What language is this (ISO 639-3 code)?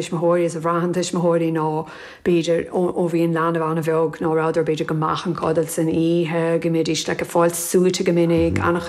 gle